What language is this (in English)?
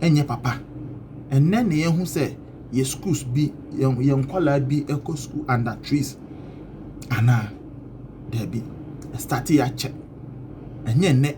Akan